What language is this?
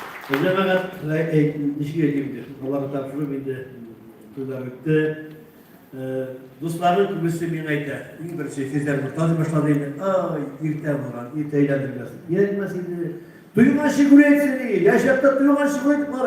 Tatar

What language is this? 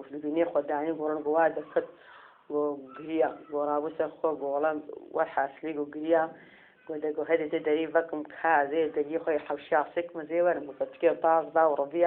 Kurdish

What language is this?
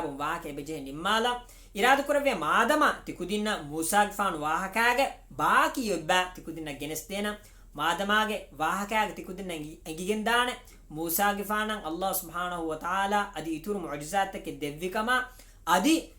Divehi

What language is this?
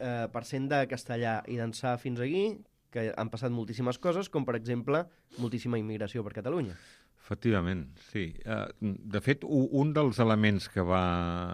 Catalan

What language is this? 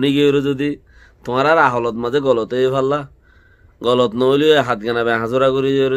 Rohingya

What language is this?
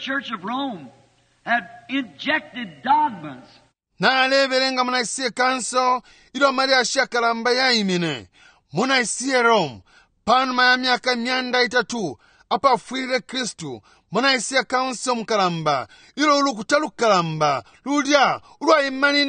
Bemba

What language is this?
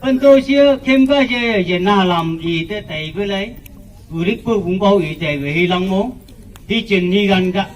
Phom Naga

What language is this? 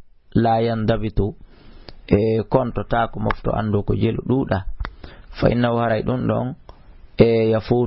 Fula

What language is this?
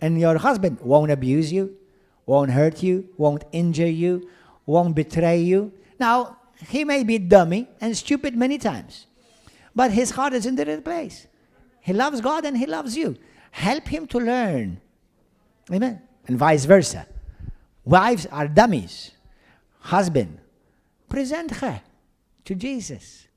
English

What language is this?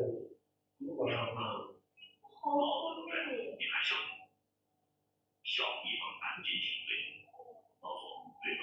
Chinese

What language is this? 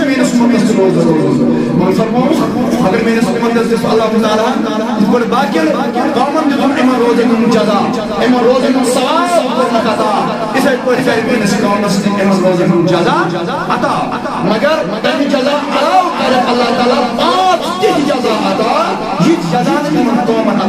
Kashmiri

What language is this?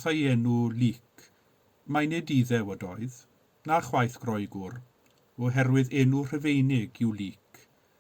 Welsh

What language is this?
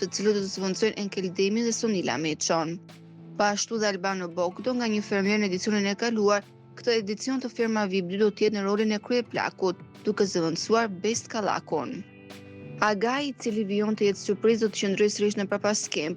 Albanian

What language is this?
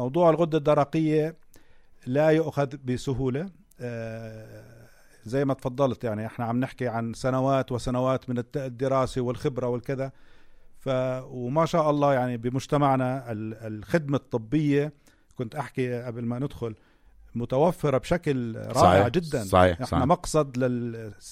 North Levantine Arabic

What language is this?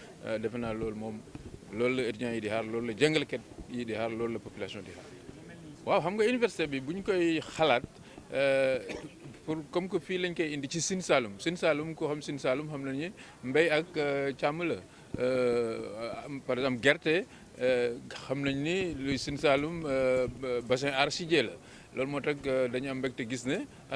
Wolof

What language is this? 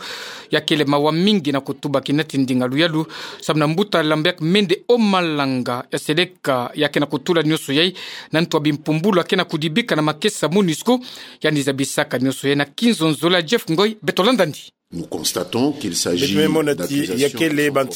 Kituba (Democratic Republic of Congo)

